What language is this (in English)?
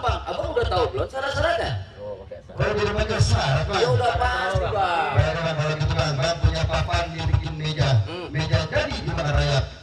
Betawi